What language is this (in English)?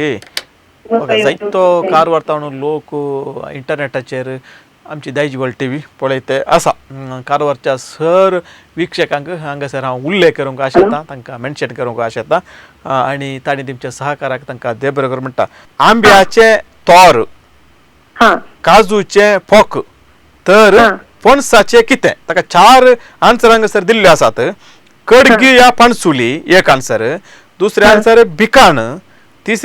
Konkani